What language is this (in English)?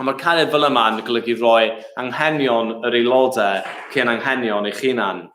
Welsh